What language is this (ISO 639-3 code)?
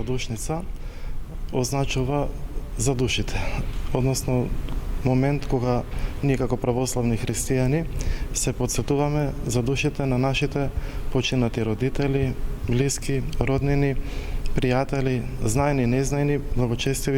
mkd